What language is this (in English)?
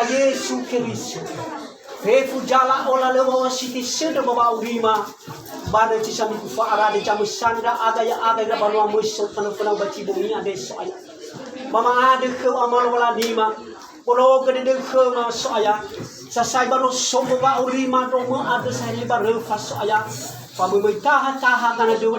Nias